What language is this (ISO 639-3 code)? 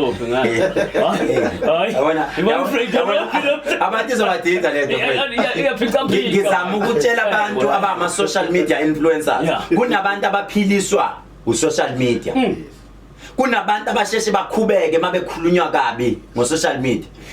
zul